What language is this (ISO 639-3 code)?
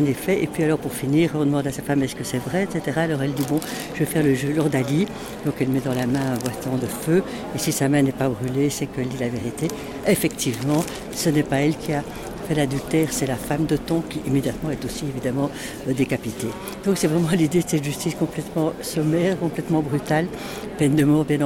fra